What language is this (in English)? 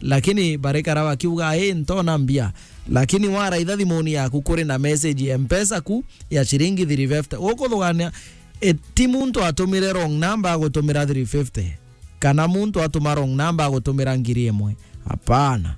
Meru